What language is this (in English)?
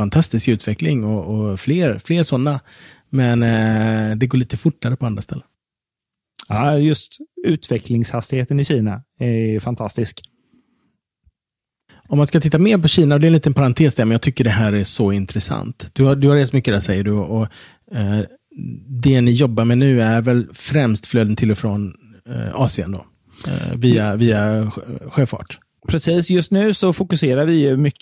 Swedish